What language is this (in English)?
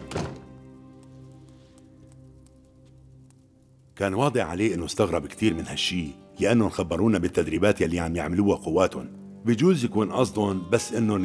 North Levantine Arabic